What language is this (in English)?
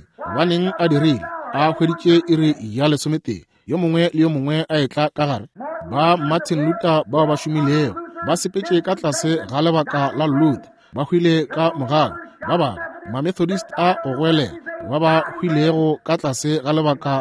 Northern Sotho